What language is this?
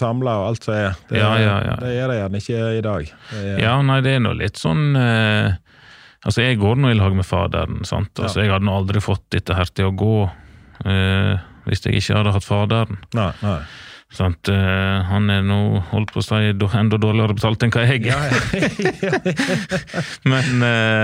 Norwegian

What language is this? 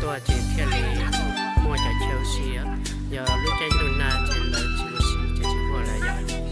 Hmong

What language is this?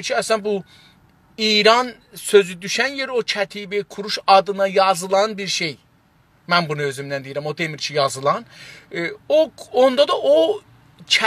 South Azerbaijani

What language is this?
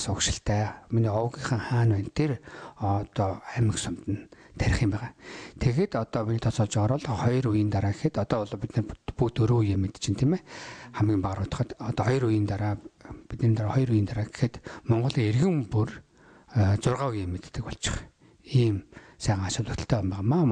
Mongolian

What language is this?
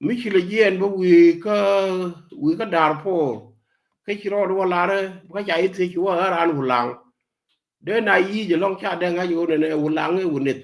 Nuer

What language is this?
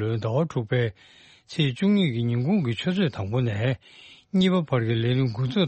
Tibetan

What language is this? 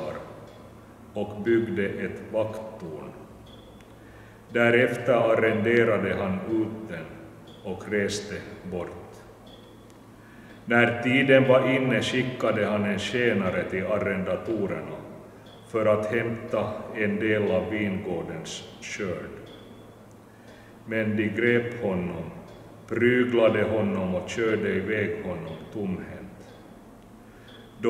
Swedish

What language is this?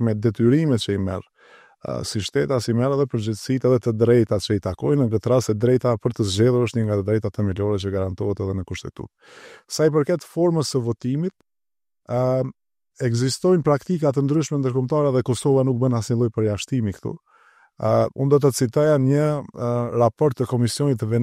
Albanian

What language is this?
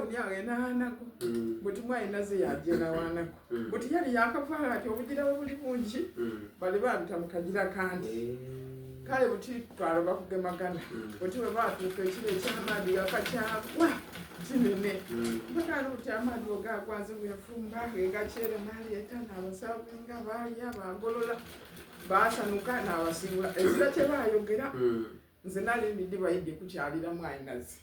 Soga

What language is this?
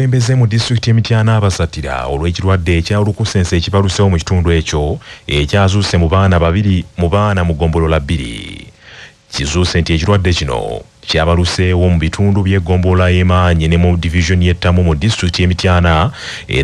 Ganda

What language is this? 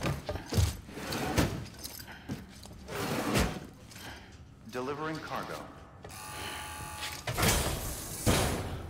Finnish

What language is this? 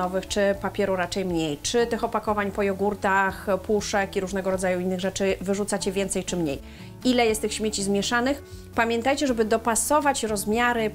Polish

